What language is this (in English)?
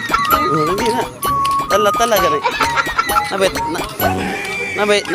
Cebuano